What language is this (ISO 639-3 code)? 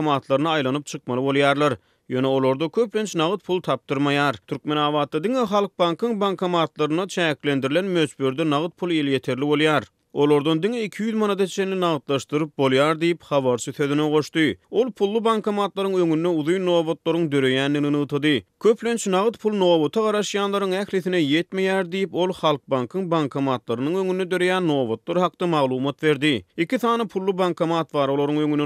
tuk